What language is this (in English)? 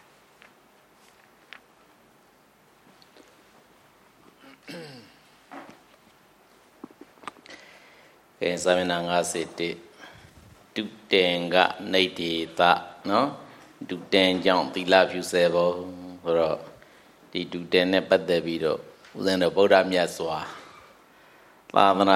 Burmese